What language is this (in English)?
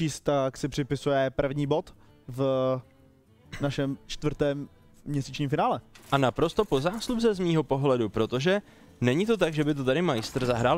Czech